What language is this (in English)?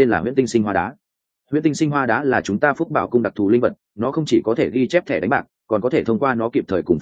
Vietnamese